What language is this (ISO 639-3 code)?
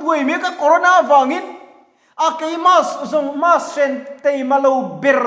lus